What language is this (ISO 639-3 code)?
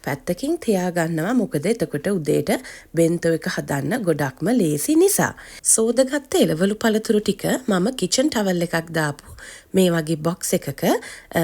sin